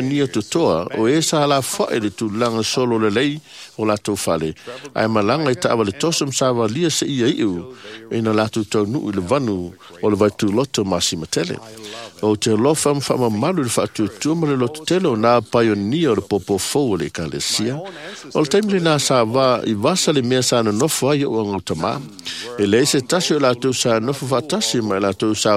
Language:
Samoan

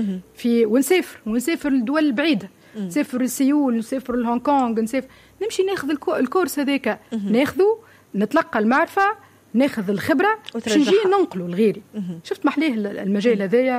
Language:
Tunisian Arabic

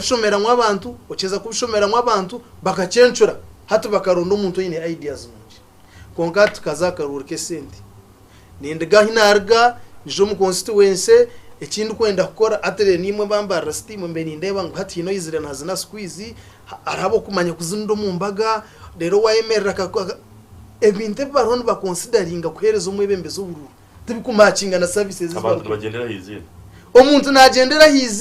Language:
Nyankole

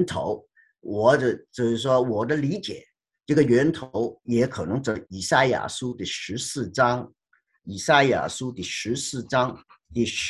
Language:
Chinese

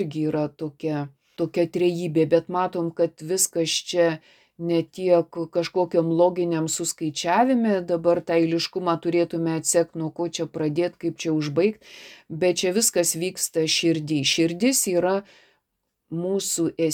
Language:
Lithuanian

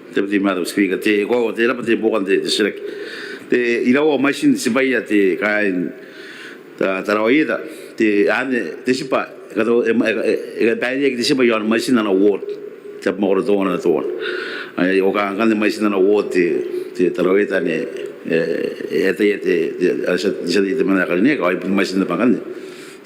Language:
Gilbertese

